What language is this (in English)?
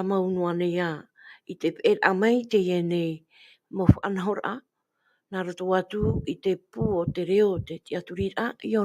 Tahitian